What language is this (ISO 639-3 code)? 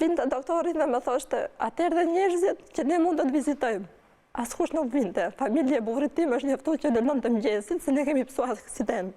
sqi